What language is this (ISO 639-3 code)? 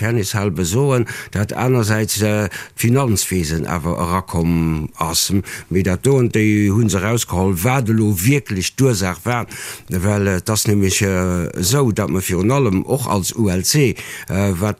ltz